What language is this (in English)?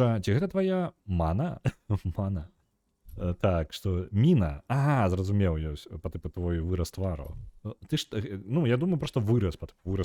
Belarusian